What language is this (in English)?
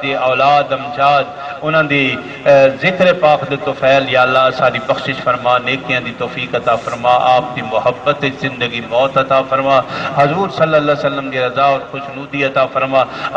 Saraiki